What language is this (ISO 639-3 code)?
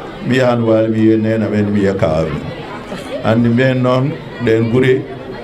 ful